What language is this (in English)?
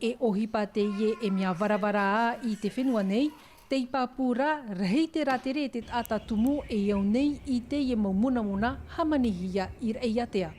Tahitian